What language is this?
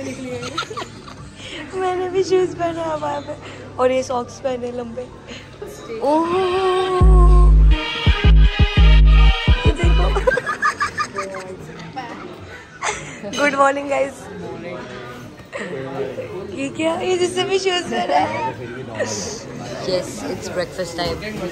Hindi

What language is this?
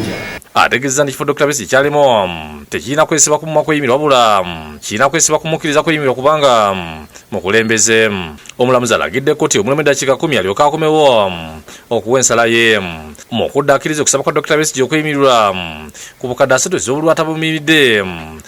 Ganda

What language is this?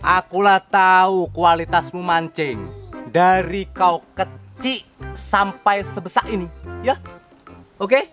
Musi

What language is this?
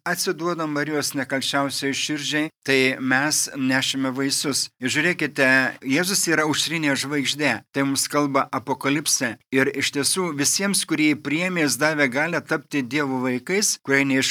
Lithuanian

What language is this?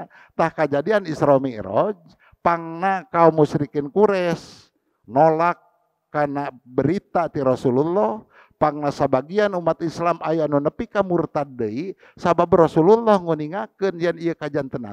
Sundanese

